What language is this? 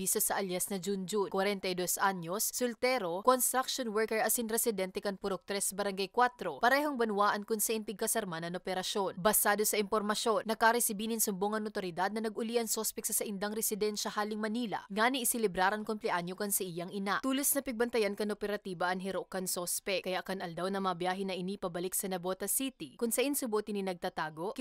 Bikol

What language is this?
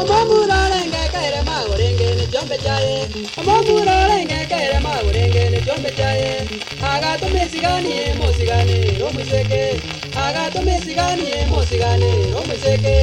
Gusii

